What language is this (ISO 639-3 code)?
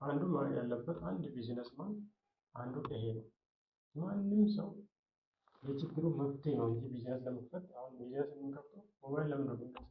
amh